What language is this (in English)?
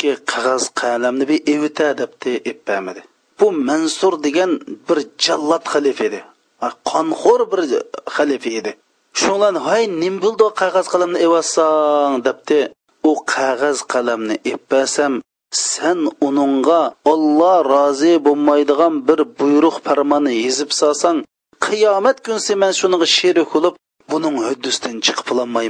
Uyghur